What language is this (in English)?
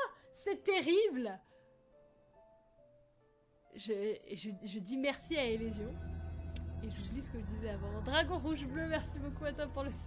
French